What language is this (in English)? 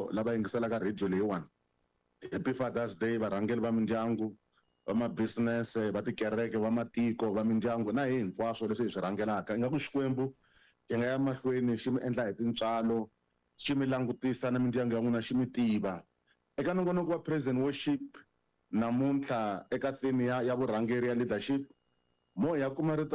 Tsonga